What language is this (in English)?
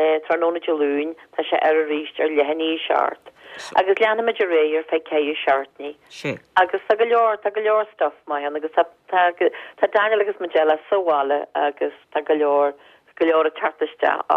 Irish